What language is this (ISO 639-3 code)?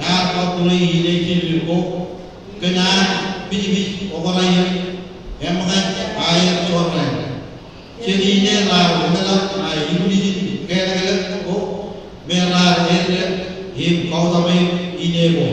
mah